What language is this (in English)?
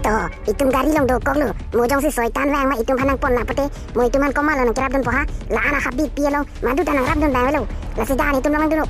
Karbi